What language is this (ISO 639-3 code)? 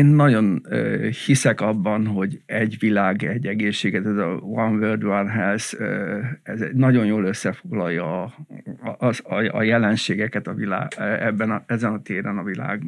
hun